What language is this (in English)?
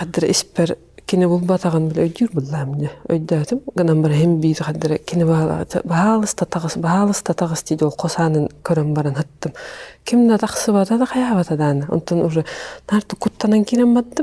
Yakut